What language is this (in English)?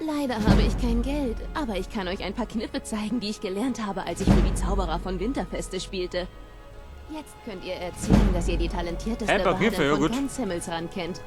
Bavarian